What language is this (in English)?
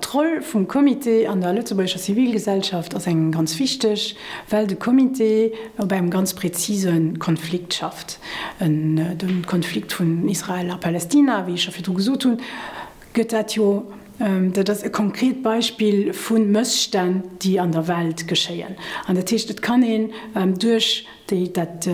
Luxembourgish